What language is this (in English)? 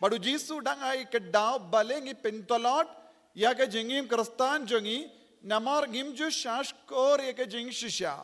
Khasi